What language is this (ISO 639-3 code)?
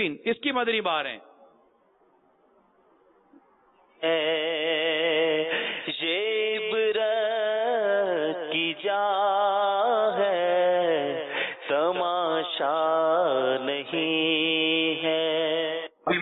urd